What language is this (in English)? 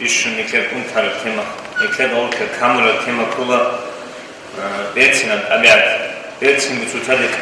Avaric